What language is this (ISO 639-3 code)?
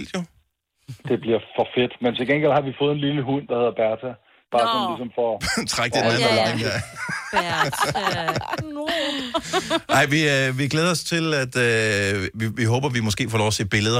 dan